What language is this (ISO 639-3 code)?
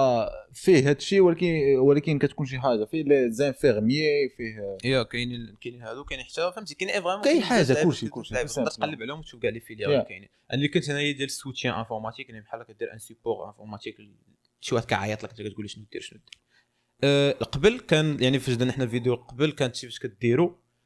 ary